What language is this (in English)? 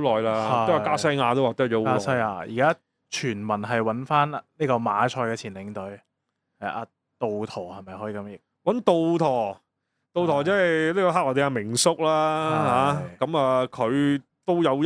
Cantonese